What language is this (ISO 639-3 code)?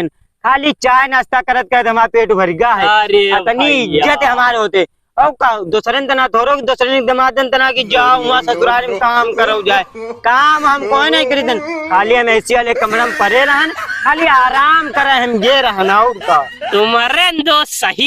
awa